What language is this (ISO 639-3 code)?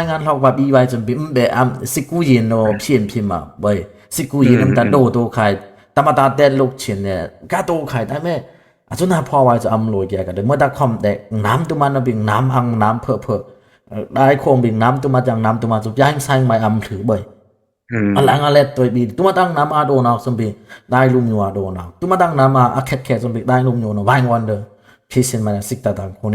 dis